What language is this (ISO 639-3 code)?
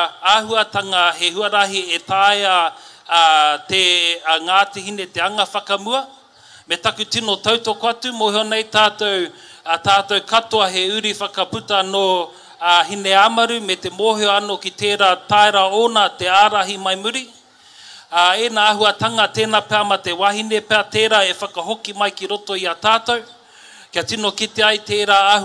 mri